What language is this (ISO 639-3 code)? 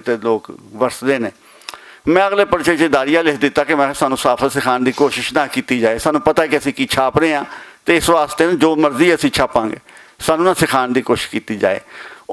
lah